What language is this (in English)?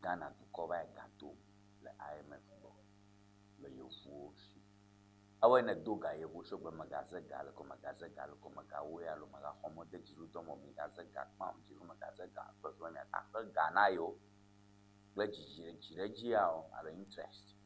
Ewe